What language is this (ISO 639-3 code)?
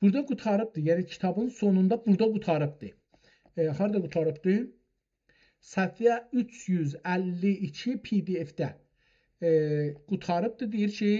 azb